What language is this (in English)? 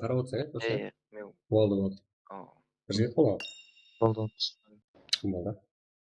Kara-Kalpak